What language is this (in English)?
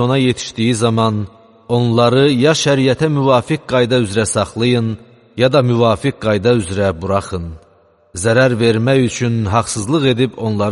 Azerbaijani